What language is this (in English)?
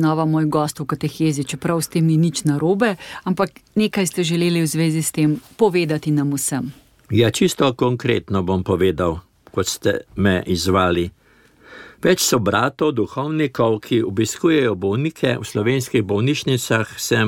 Slovenian